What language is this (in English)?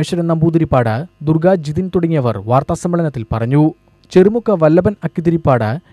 Malayalam